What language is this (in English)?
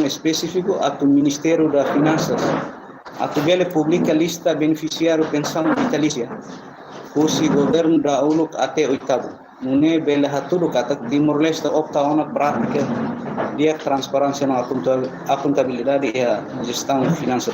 Tetum